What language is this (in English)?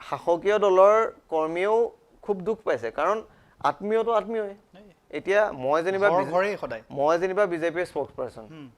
Assamese